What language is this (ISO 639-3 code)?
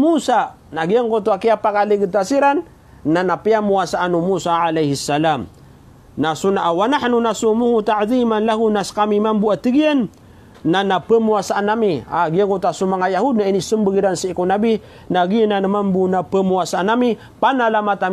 mrw